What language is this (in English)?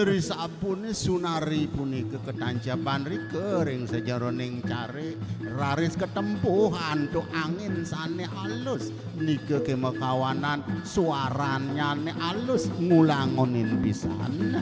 Balinese